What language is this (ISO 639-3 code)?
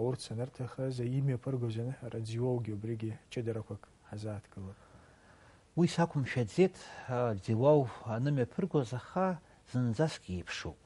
abk